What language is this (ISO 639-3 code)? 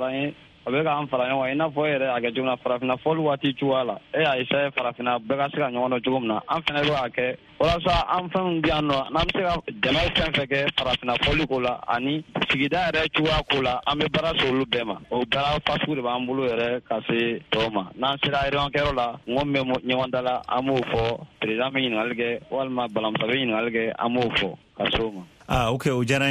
bam